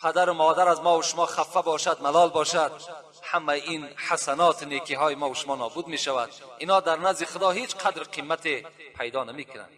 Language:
Tajik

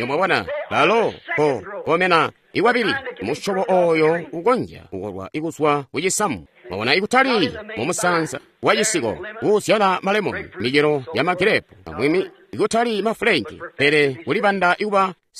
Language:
Tonga (Zambia)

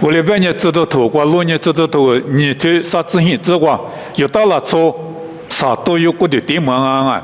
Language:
Lisu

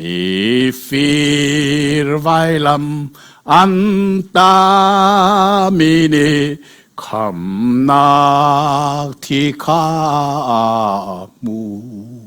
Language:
Hakha Chin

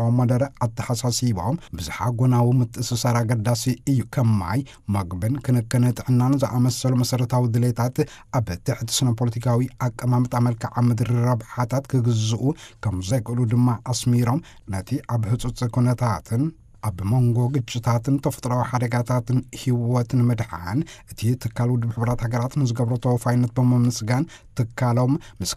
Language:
Tigrinya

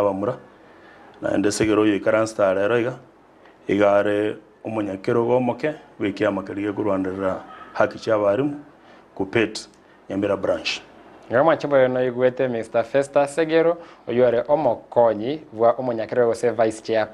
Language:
Gusii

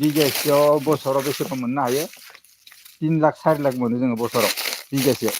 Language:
Bodo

